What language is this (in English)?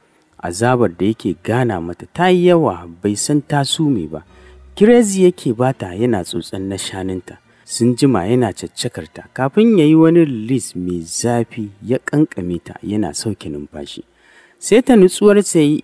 Hausa